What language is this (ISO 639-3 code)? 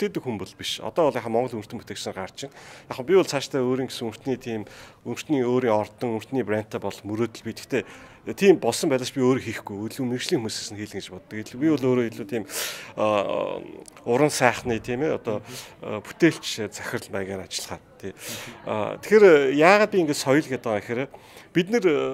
mon